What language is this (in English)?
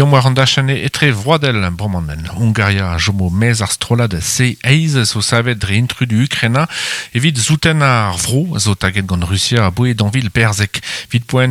Breton